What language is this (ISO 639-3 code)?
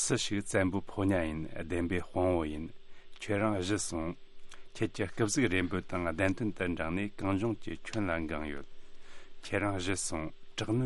bod